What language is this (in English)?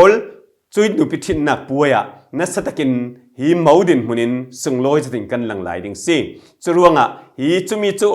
Falam Chin